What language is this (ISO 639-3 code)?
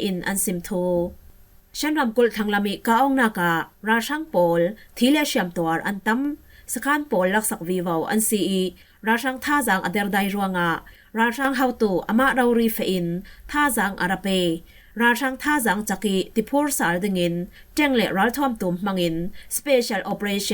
cfm